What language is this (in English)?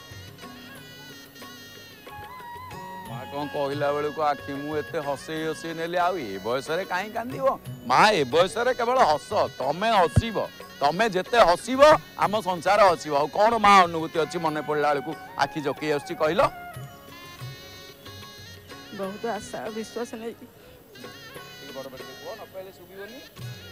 Odia